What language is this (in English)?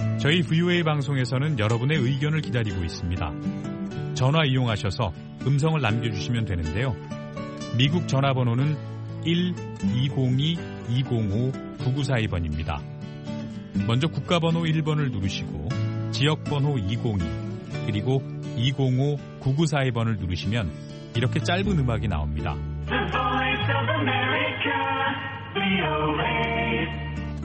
Korean